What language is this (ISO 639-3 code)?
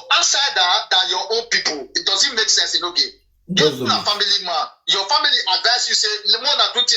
pcm